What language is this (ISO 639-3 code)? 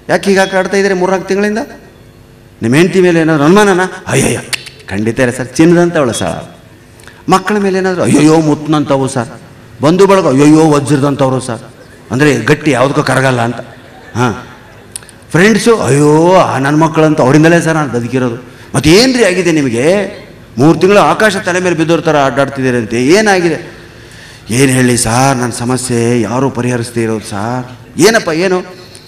kan